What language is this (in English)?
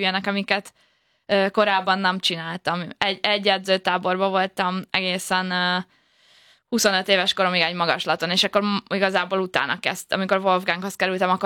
Hungarian